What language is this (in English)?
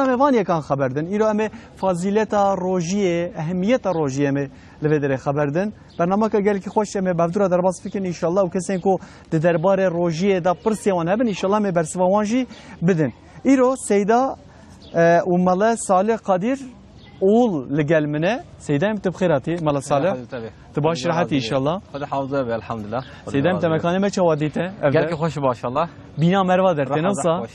Kurdish